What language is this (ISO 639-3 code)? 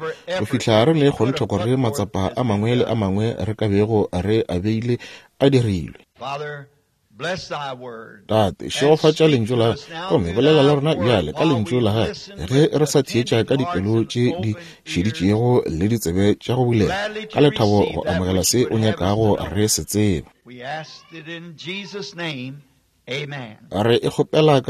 nso